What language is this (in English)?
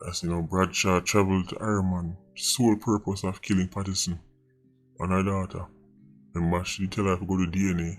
Jamaican Creole English